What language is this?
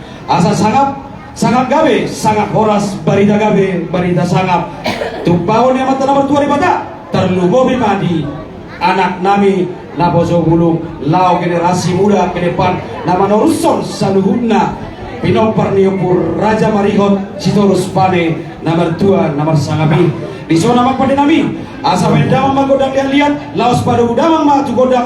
Batak Toba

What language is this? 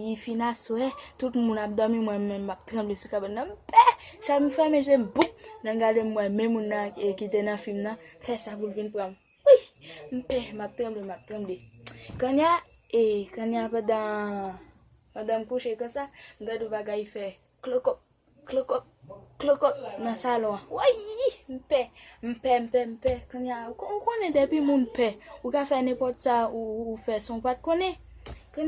Haitian Creole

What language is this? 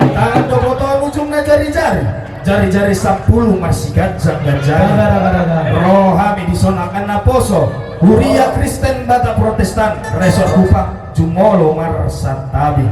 Batak Toba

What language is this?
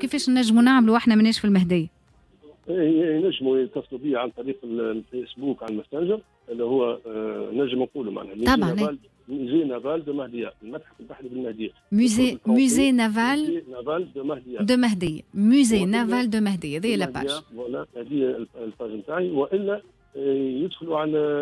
Tunisian Arabic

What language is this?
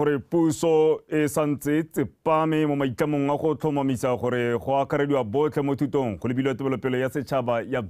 Tswana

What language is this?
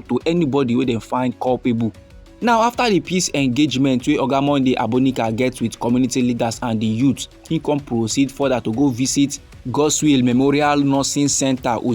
Nigerian Pidgin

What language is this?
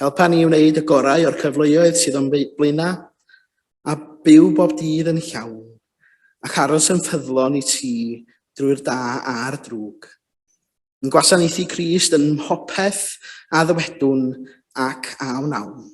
Welsh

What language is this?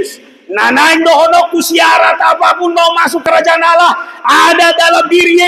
Batak Toba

